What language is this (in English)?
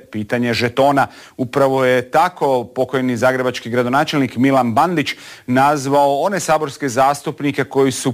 Croatian